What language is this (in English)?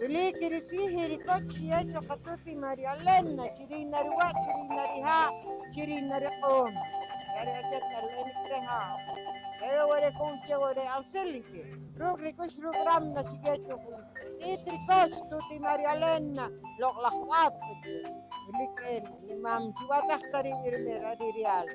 Poqomchi'